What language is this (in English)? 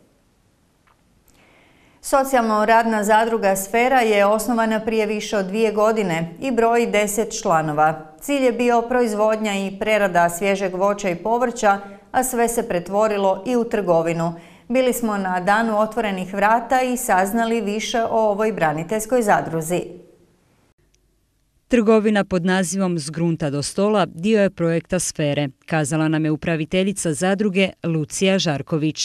Croatian